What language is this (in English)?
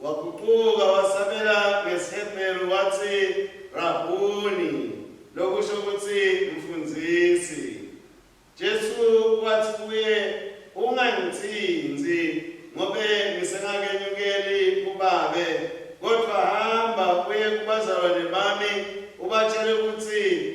Swati